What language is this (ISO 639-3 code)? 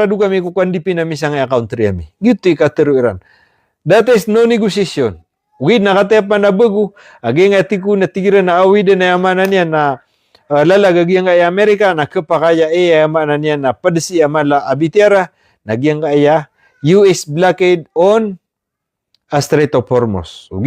mrw